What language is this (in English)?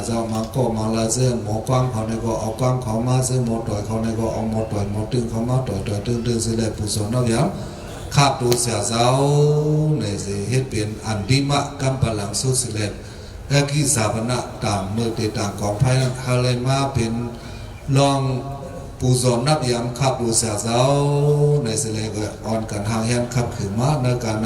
Shan